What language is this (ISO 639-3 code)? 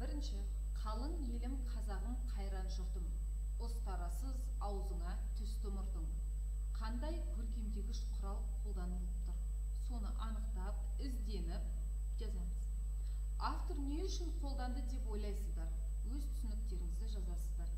kaz